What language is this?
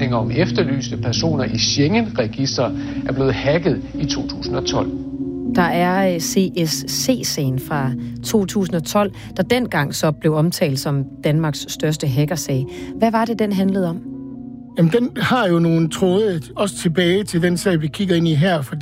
Danish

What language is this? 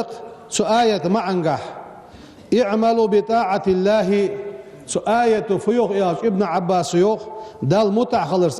Ingush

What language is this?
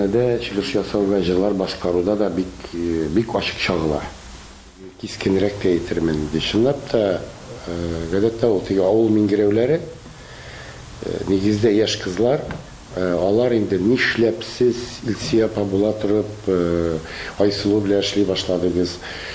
Tatar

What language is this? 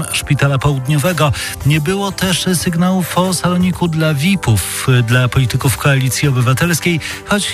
Polish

